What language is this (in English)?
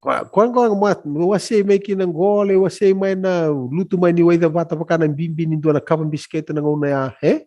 Fijian